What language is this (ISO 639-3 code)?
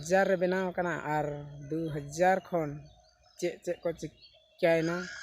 sat